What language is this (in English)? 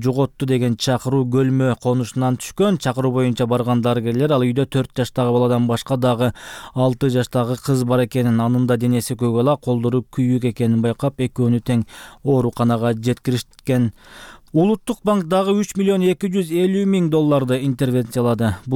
Kyrgyz